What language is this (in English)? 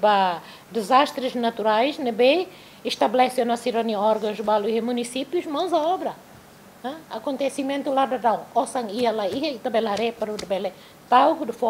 Tetum